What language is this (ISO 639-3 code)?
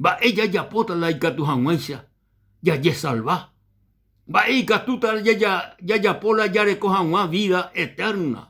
grn